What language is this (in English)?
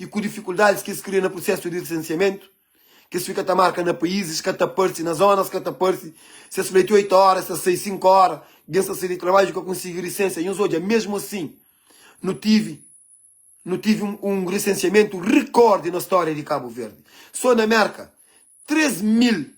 Kabuverdianu